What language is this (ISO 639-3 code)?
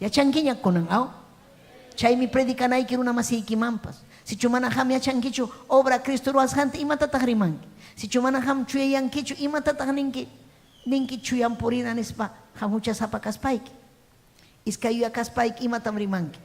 quy